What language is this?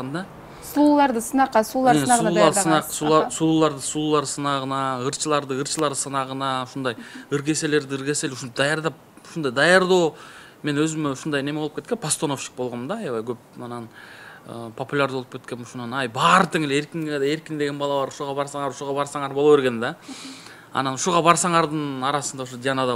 Kyrgyz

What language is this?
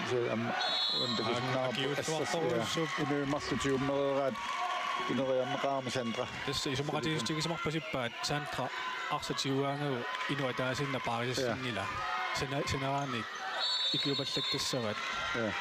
Kalaallisut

